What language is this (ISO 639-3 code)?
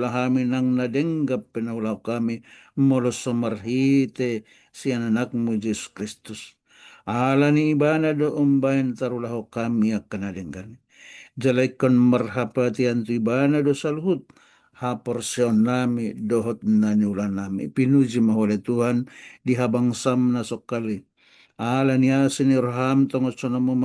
bbc